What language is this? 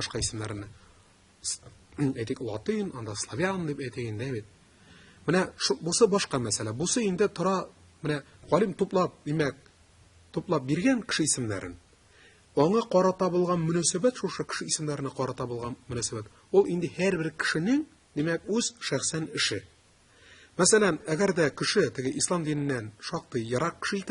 Tatar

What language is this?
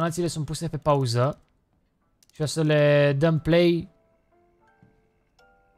Romanian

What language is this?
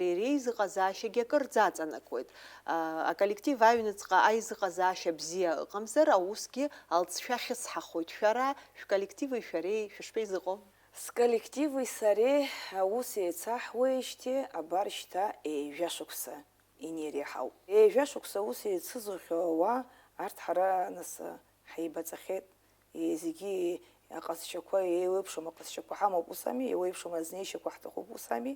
Abkhazian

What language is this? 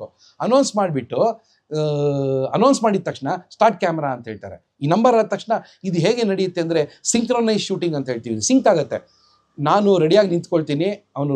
Kannada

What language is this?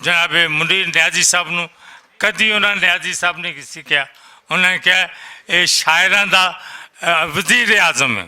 Western Panjabi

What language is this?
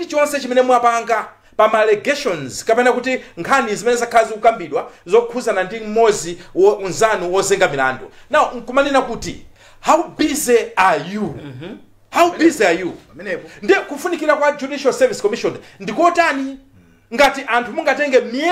Nyanja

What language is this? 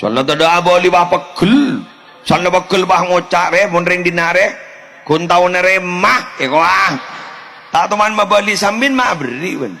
Madurese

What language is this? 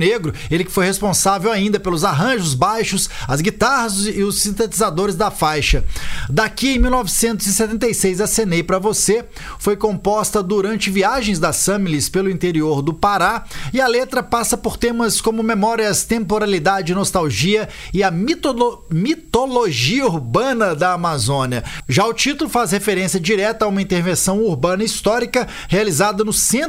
Portuguese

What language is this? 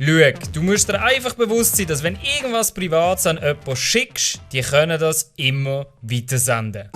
Swiss German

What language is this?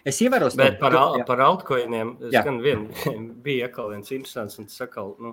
Latvian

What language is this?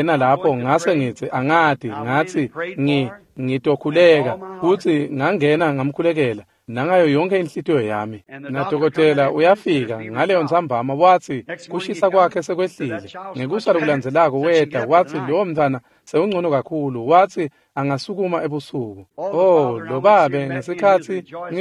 Swati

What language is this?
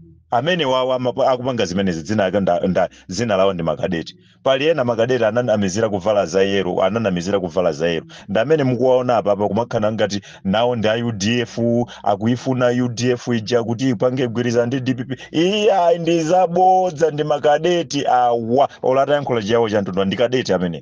Nyanja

